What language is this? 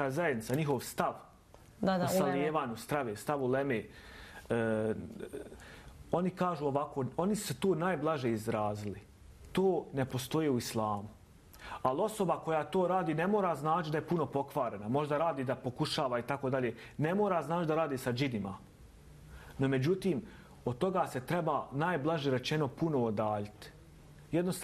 Bosnian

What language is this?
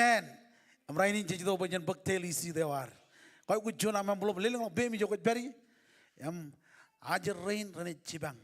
Marshallese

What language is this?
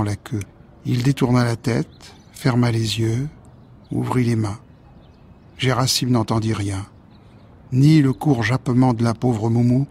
French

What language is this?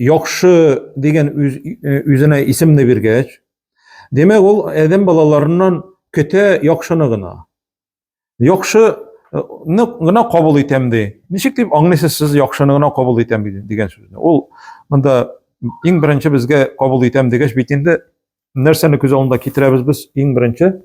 Tatar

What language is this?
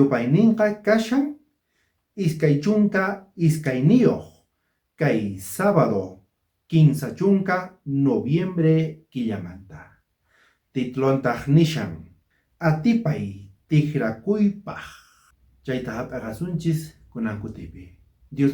South Bolivian Quechua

